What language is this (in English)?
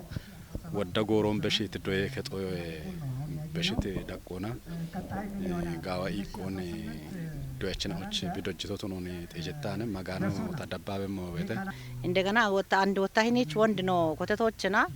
Kafa